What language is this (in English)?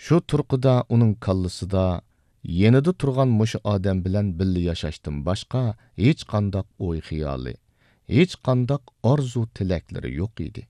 Uyghur